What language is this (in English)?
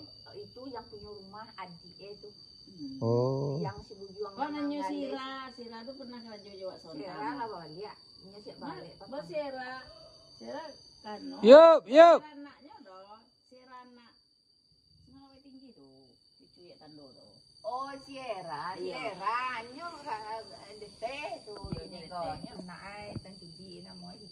Minangkabau